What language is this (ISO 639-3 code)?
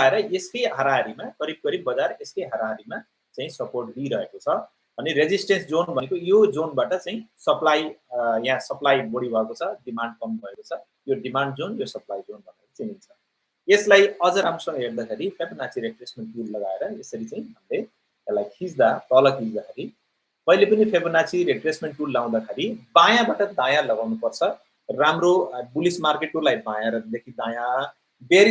nep